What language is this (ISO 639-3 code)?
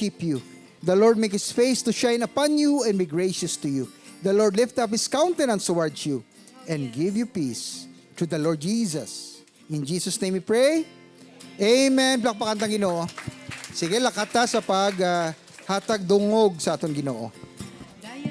hil